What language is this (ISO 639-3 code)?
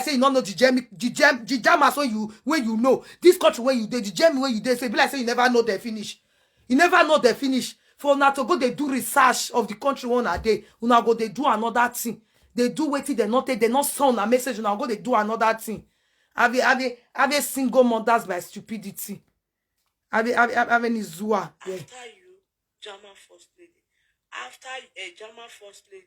pcm